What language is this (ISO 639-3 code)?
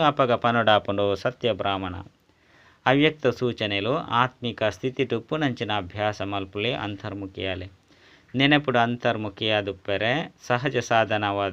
tcy